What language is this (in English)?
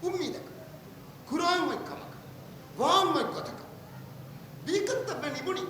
Divehi